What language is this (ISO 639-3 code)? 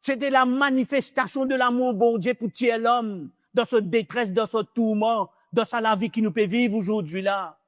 mfe